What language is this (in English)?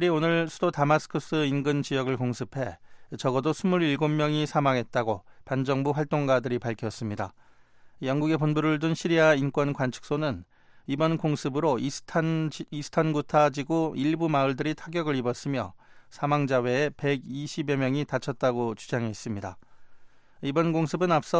Korean